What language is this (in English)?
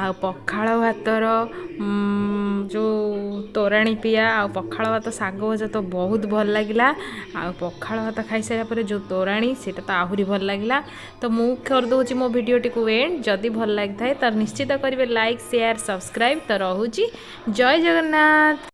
Odia